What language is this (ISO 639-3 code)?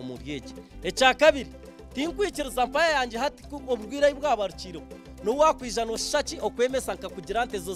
nyn